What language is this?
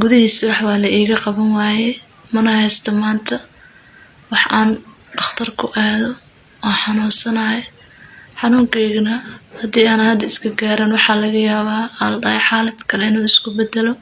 Somali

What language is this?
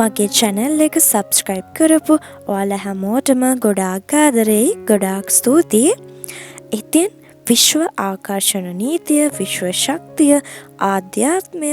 Sinhala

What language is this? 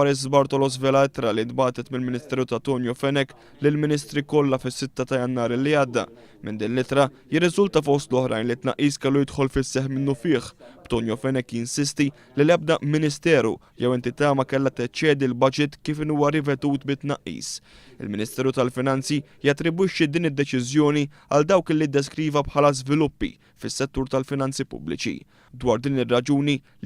Maltese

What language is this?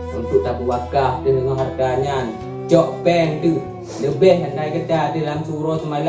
Achinese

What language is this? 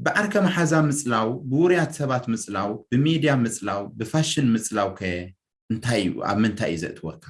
Tigrinya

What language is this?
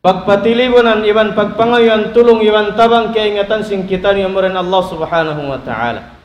Tausug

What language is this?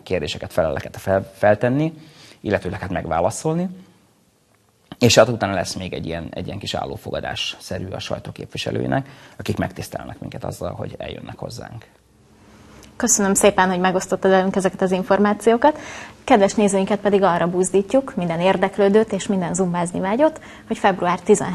Hungarian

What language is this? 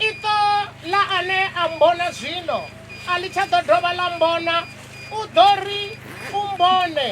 Venda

